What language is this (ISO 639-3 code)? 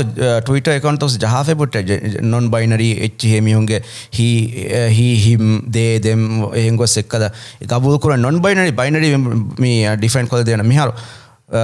div